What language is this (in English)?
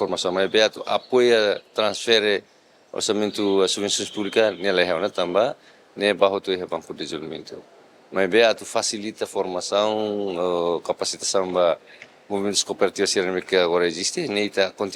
Tetum